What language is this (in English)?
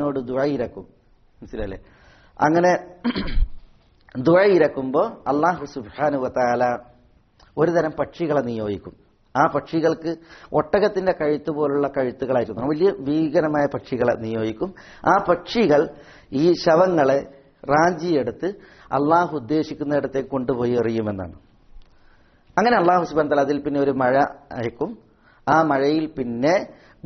Malayalam